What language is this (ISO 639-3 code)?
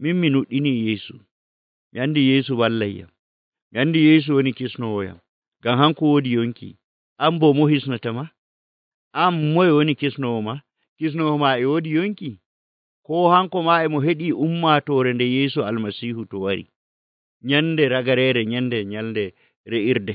fuv